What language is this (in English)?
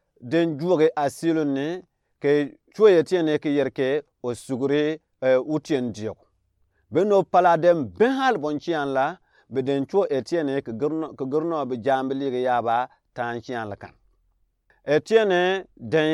Gourmanchéma